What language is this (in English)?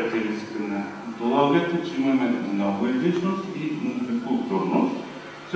Bulgarian